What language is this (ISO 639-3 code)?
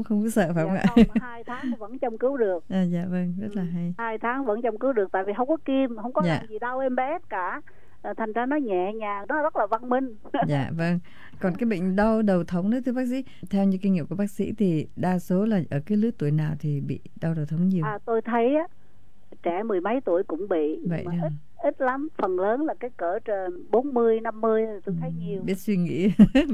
vie